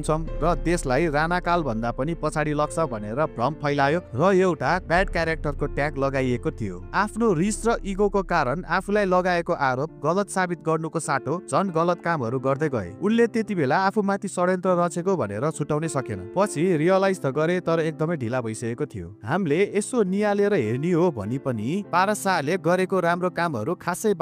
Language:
Nepali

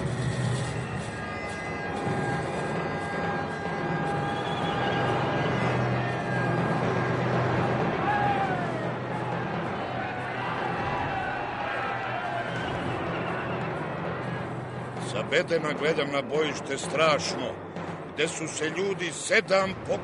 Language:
Serbian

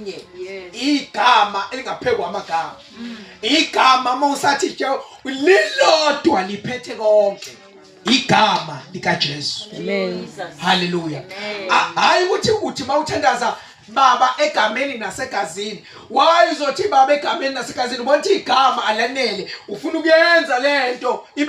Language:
Zulu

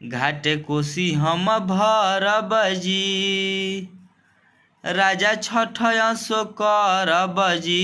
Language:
Bhojpuri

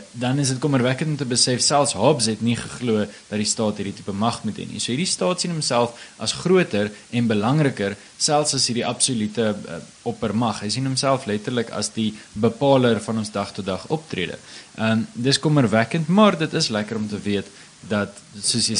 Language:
Afrikaans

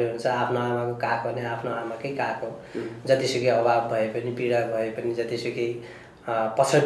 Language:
Nepali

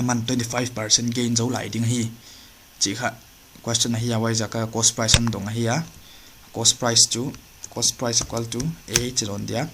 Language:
Paite Chin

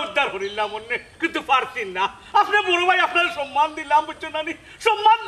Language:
Sylheti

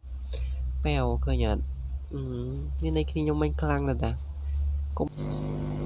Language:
Khmer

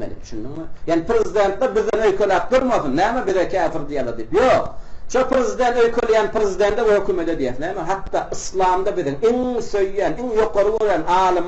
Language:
Turkmen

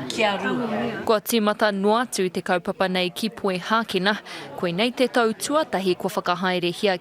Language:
Māori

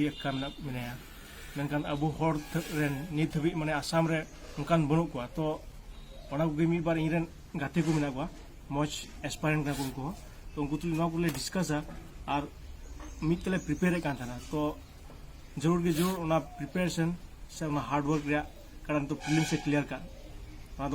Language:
Santali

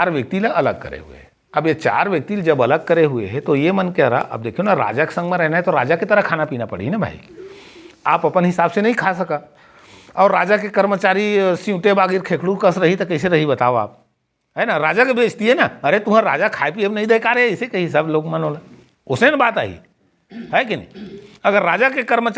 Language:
Chhattisgarhi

